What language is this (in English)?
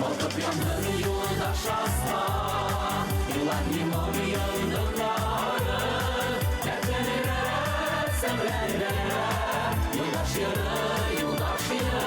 Bashkir